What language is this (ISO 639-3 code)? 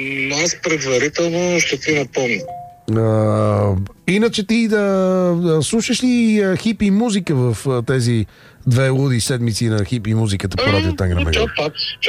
bul